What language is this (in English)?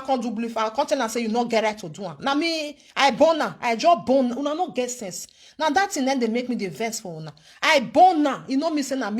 Nigerian Pidgin